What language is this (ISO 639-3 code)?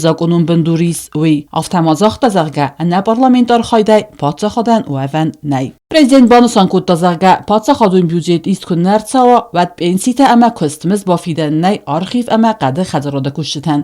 oss